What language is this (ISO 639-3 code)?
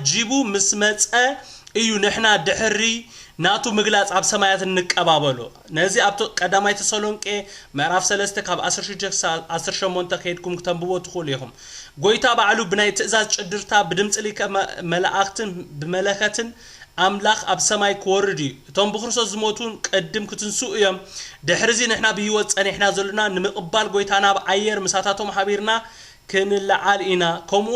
tir